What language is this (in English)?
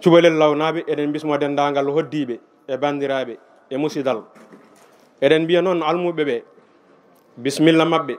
Fula